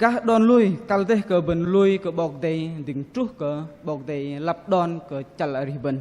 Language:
Bahnar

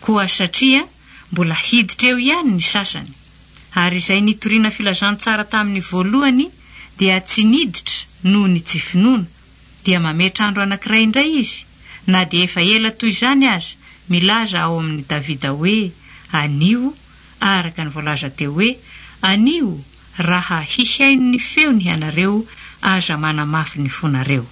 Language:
Malagasy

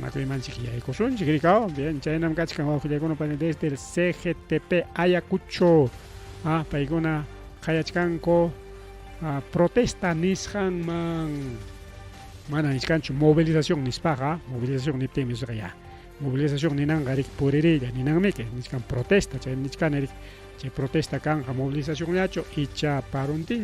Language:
Ayacucho Quechua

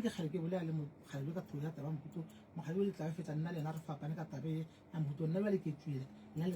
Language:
Northern Sotho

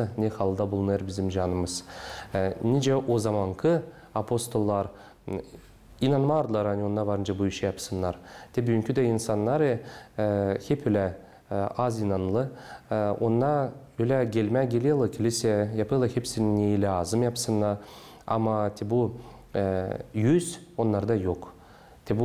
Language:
Gagauz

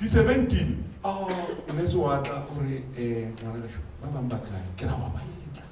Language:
Northern Sotho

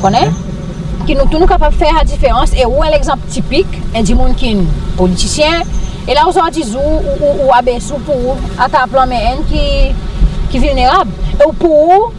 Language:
Seselwa Creole French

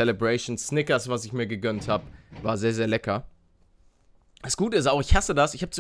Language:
German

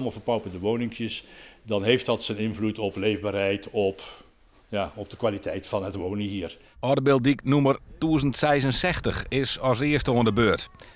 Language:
Western Frisian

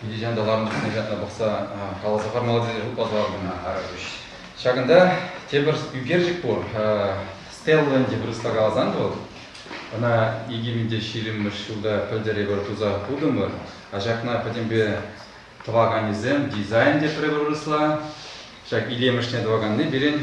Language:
Chuvash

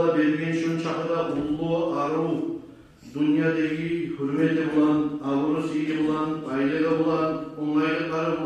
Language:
Kumyk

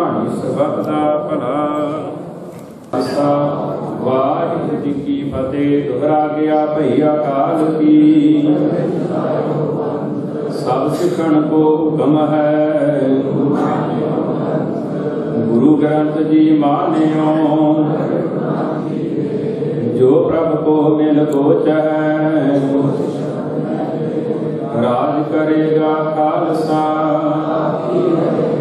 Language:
Punjabi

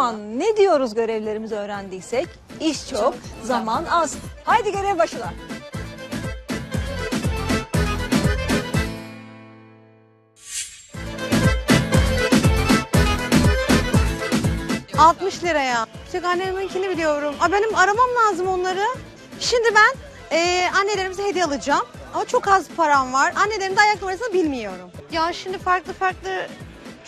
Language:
Turkish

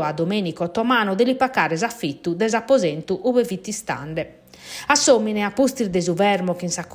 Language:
Sardinian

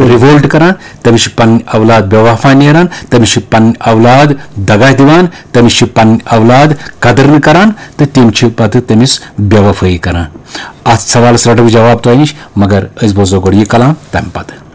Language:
Kashmiri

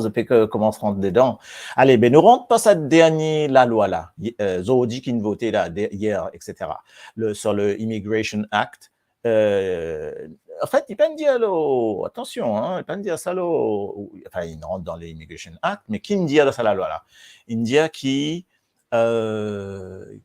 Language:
Morisyen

